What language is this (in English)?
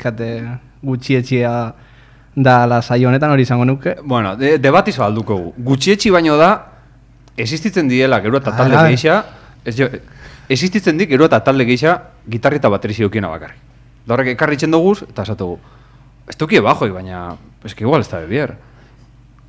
Basque